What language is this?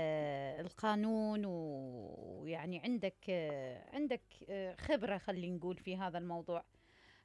Mesopotamian Arabic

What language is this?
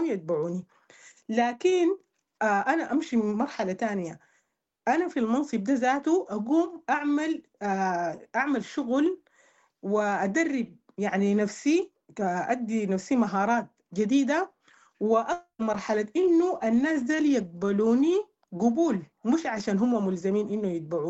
Sudanese Arabic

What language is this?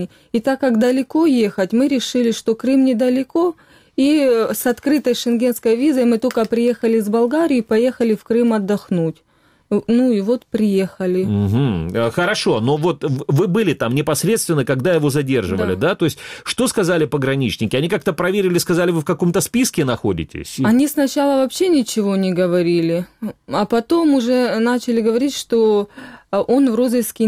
Russian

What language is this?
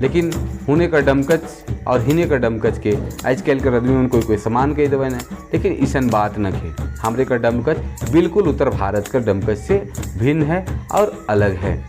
Sadri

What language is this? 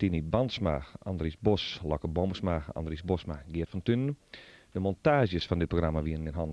Western Frisian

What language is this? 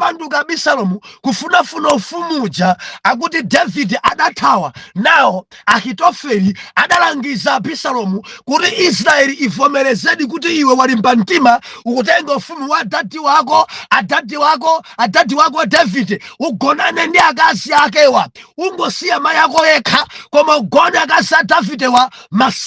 Nyanja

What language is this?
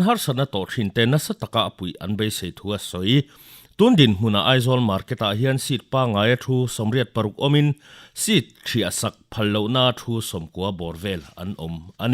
Mizo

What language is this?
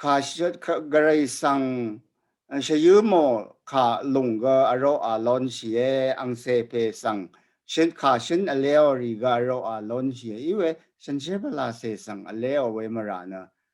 Rawang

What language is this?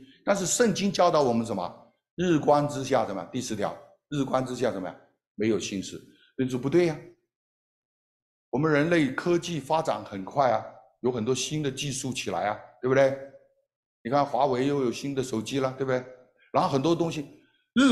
Chinese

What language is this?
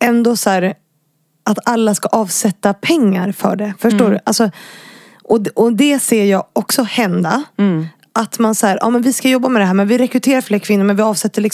Swedish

